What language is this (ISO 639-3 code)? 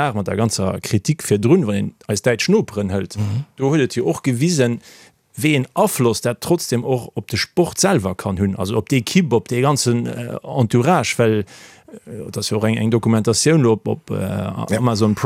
ltz